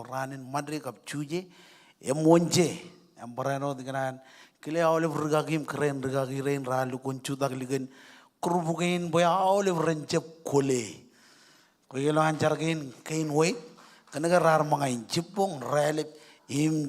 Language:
Marshallese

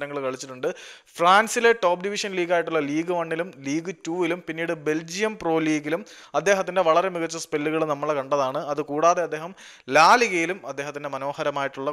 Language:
Malayalam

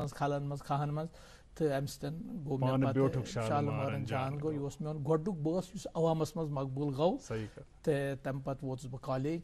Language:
Kashmiri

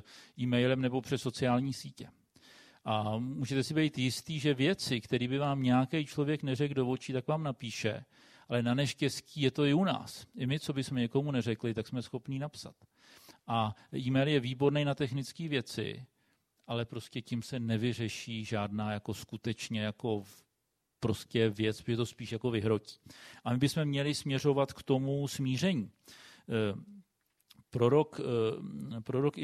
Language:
Czech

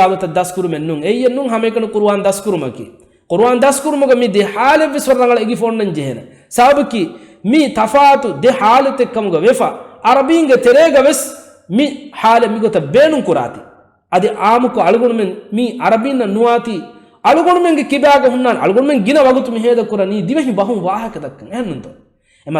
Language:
Divehi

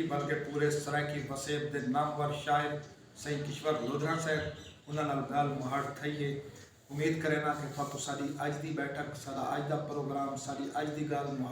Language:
Saraiki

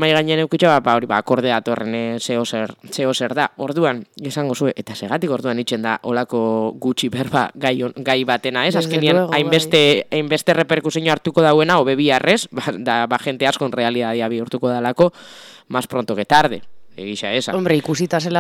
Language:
Basque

